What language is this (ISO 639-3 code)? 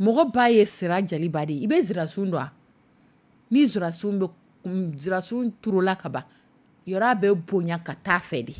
dyu